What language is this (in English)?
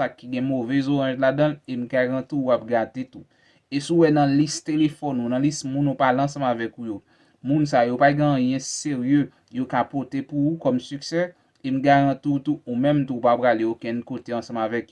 Haitian Creole